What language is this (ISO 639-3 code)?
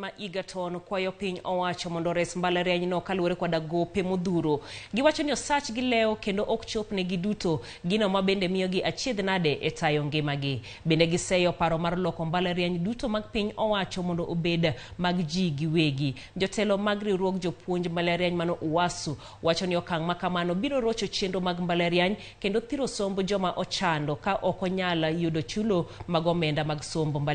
luo